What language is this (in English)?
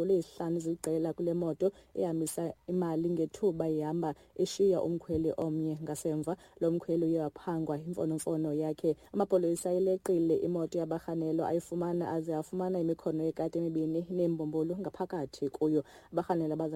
Xhosa